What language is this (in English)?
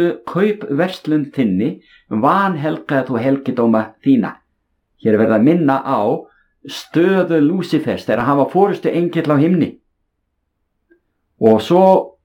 Icelandic